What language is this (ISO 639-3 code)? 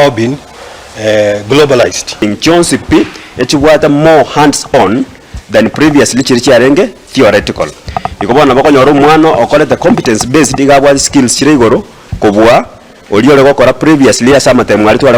guz